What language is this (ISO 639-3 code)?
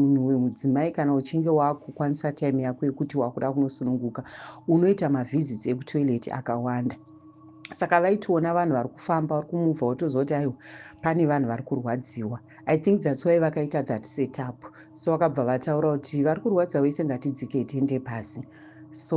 sna